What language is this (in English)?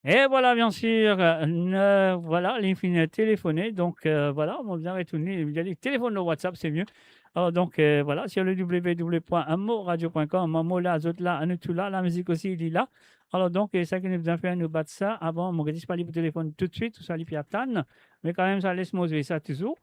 Morisyen